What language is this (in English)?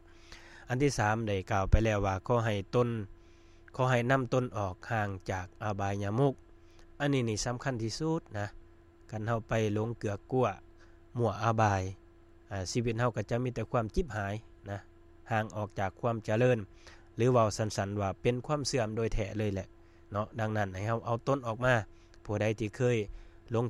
Lao